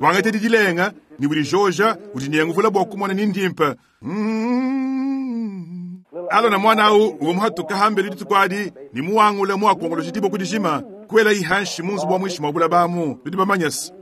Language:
Luba-Lulua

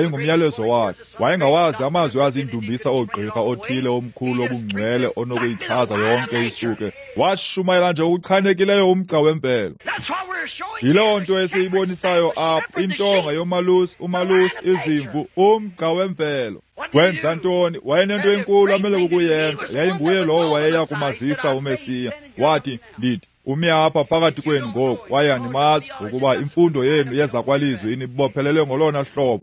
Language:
Xhosa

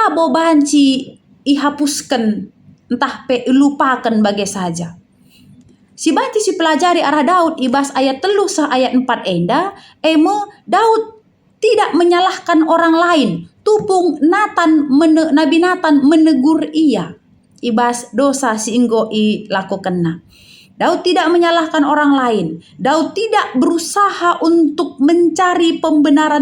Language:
Batak Karo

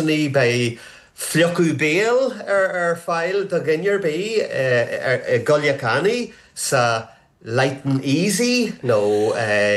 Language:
Irish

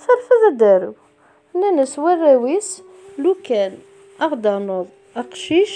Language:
Kabyle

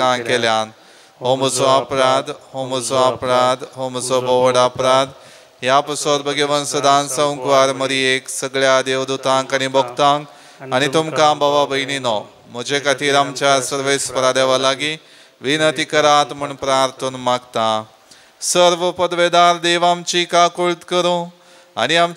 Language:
Konkani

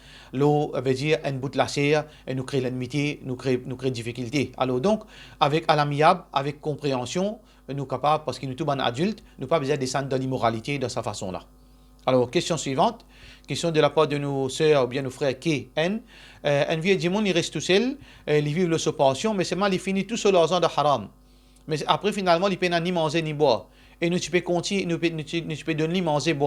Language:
Morisyen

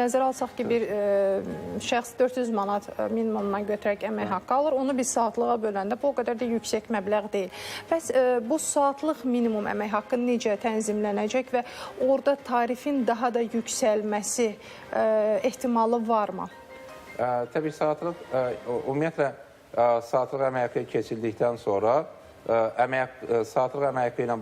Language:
Azerbaijani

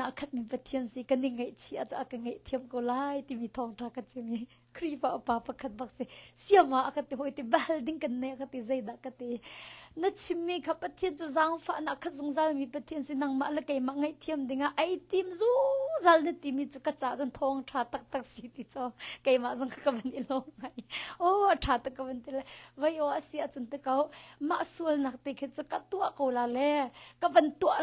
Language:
Hakha Chin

